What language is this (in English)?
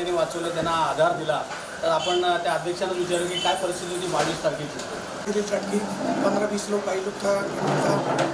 Marathi